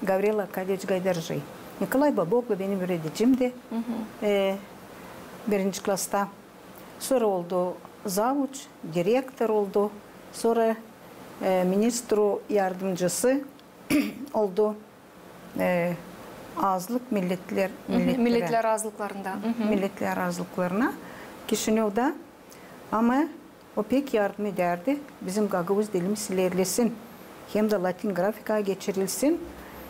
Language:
Gagauz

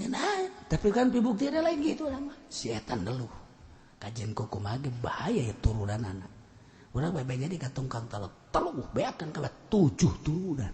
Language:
Sundanese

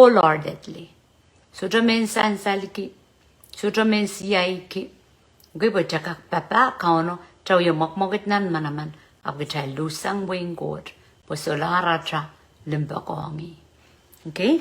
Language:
Pohnpeian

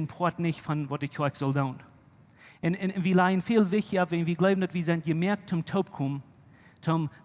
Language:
Plautdietsch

